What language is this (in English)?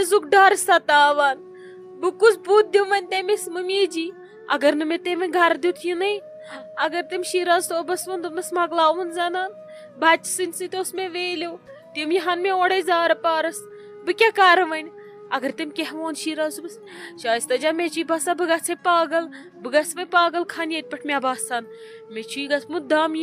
Kashmiri